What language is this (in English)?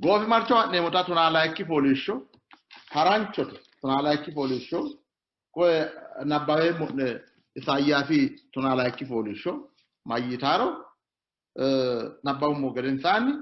Sidamo